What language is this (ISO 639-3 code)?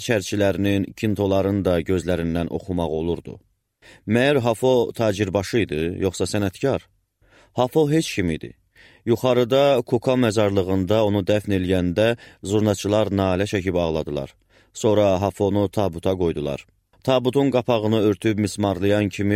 aze